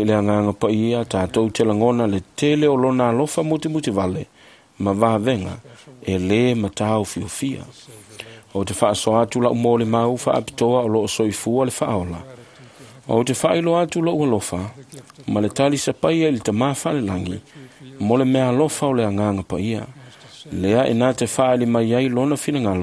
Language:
Samoan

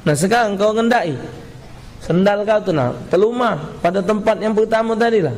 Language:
Musi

